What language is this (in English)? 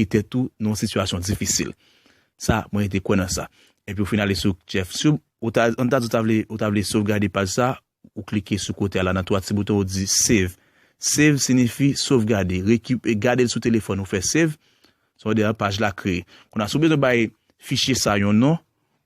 Haitian Creole